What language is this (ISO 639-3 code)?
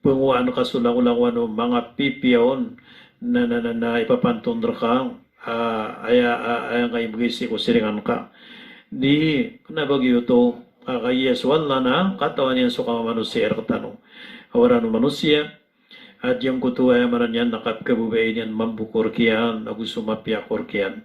mrw